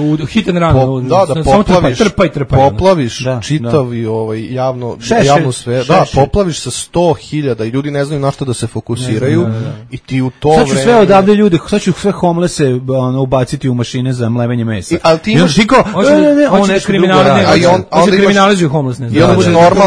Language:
Serbian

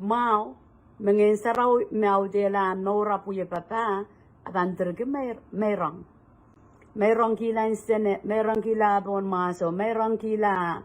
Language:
Pohnpeian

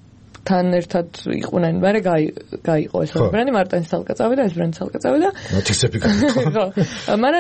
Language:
Georgian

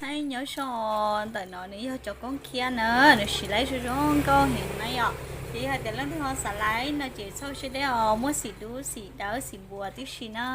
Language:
Hmong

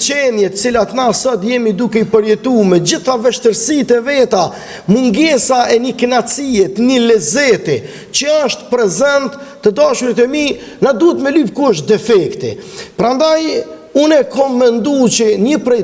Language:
Albanian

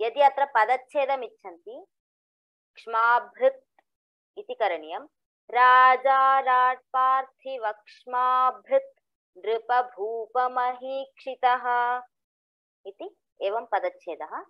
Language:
Sanskrit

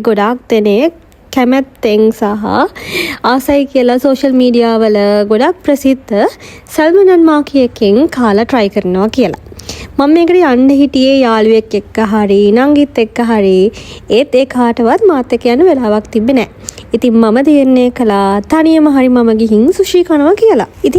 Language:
Sinhala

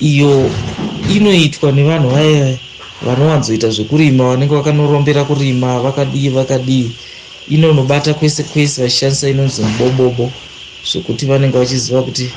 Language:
Shona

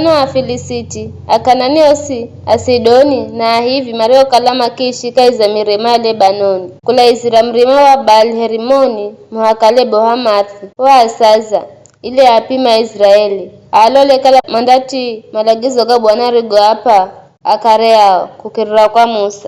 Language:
Giryama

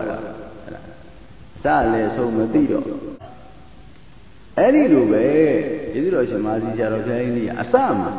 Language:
Burmese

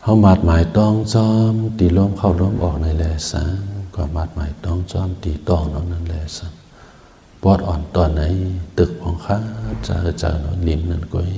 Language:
Shan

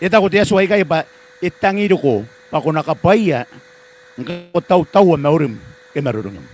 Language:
Gilbertese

